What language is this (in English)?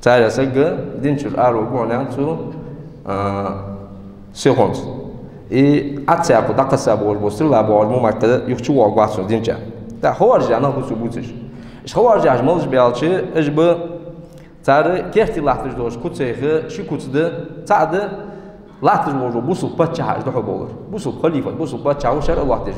Ingush